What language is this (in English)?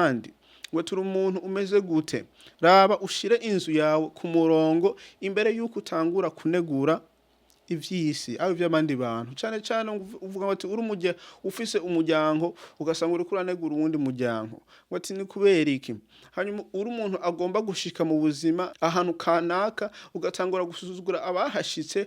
Rundi